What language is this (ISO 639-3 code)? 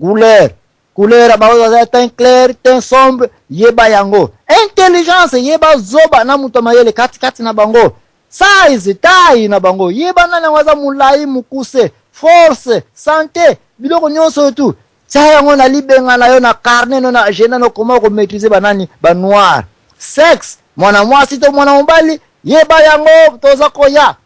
lin